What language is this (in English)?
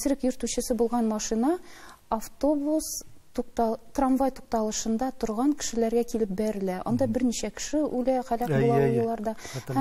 Tatar